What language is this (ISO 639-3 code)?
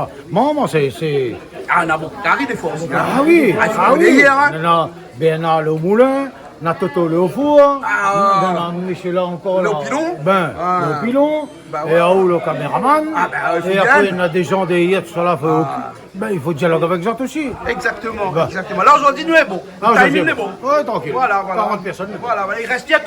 rcf